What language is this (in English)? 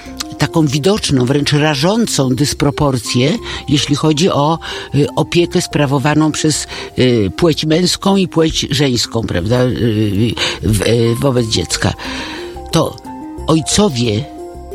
Polish